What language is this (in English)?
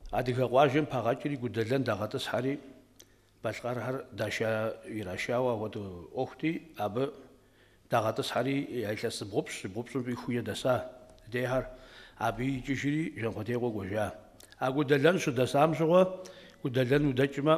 Kabardian